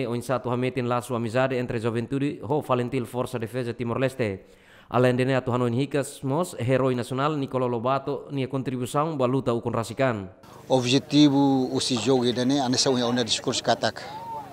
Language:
Tetum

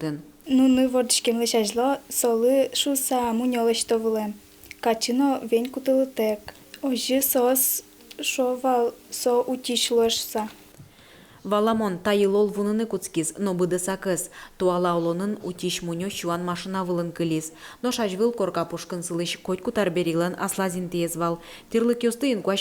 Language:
Udmurt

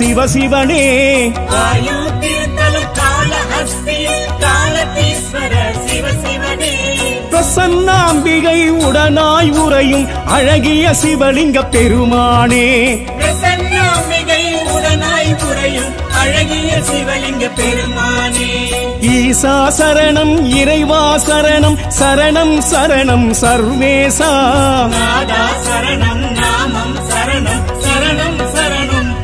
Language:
Tamil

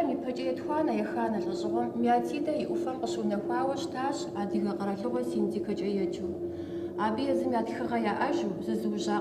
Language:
Kabardian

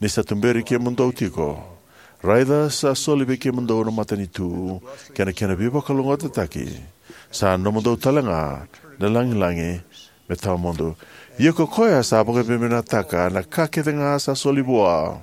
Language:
Fijian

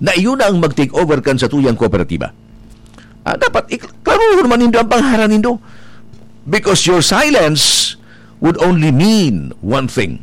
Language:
Bikol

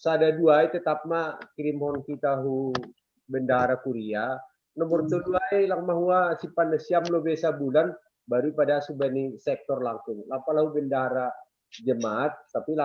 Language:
Batak Simalungun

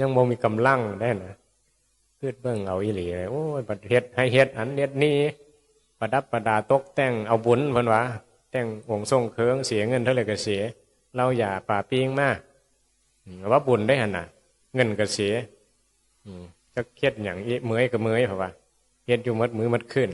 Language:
Northeastern Thai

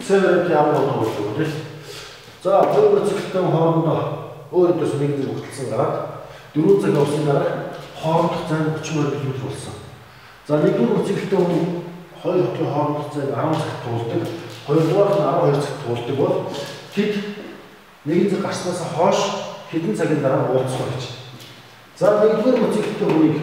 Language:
Mongolian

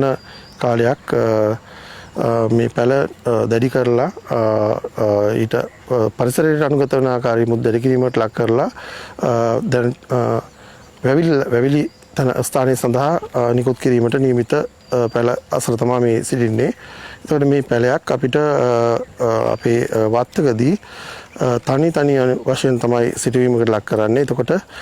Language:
Sinhala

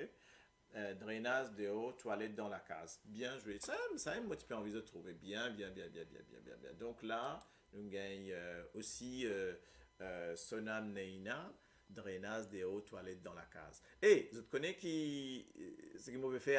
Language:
Morisyen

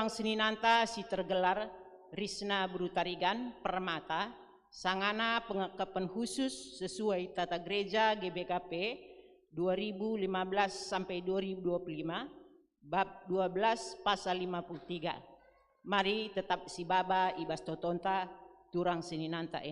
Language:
Batak Karo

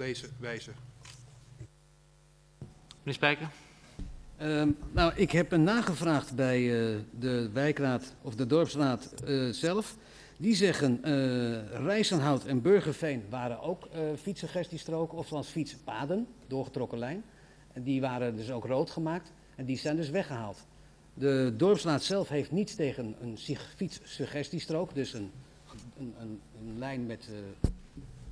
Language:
Dutch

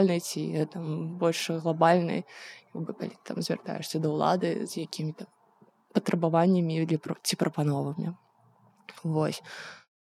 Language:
Belarusian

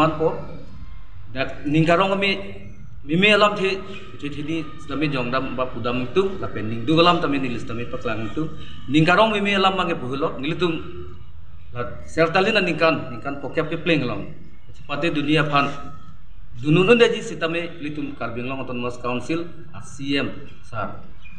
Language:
Karbi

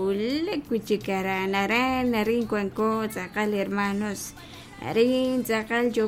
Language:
Kekchí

